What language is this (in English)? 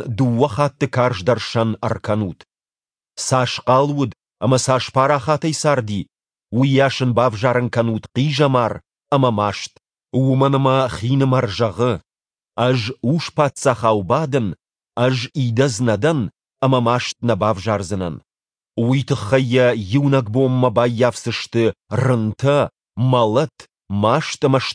Ossetic